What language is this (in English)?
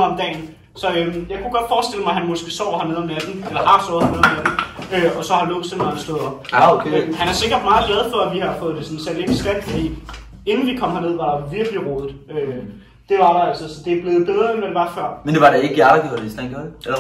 Danish